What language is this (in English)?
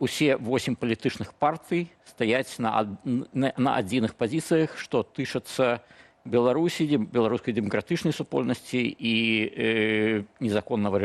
Belarusian